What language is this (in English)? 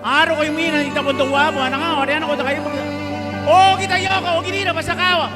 Gilbertese